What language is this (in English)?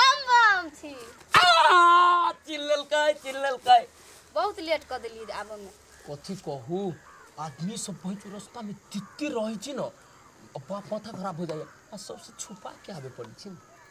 Maithili